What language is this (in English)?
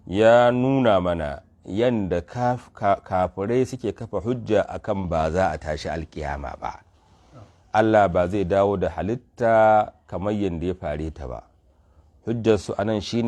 Hausa